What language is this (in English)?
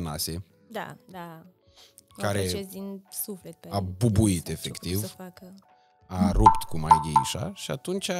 Romanian